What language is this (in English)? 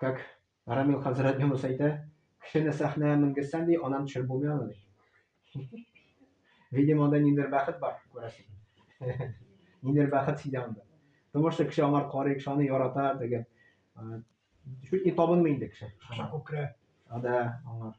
Tatar